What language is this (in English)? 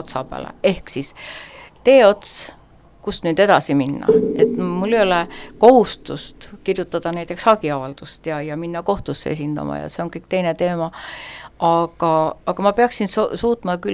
Estonian